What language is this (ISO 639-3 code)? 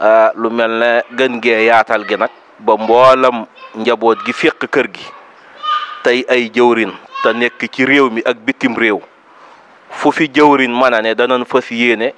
wol